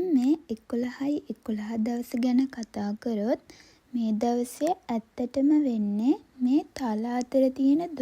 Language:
Sinhala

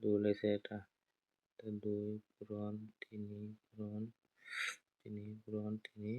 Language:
Assamese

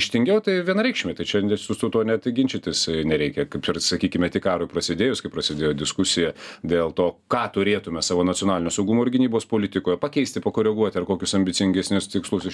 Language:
Lithuanian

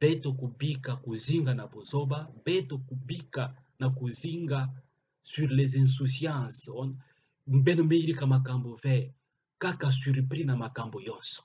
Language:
Kituba (Democratic Republic of Congo)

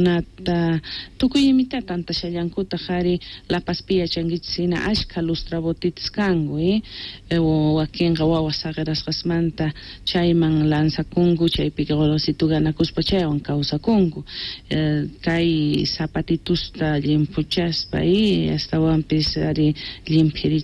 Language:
Quechua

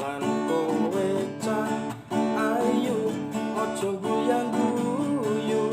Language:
Javanese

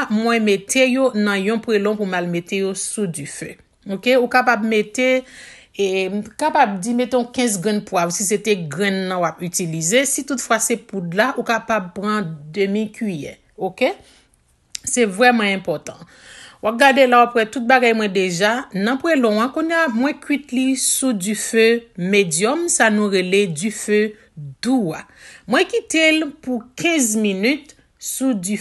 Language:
Haitian Creole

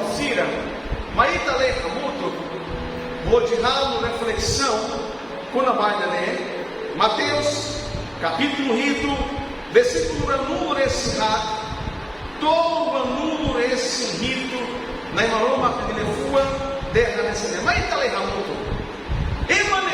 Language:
Tetum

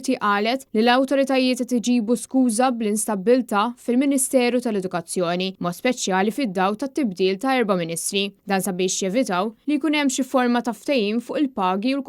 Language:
Maltese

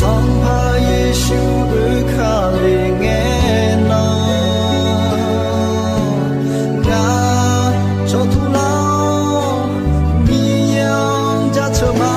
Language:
Akha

